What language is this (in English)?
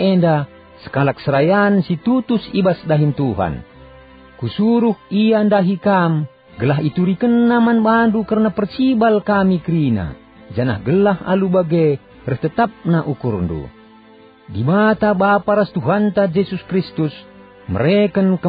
Batak Karo